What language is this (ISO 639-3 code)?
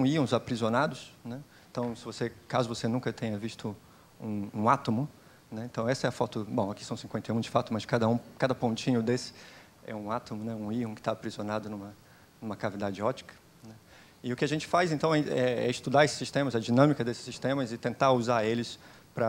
por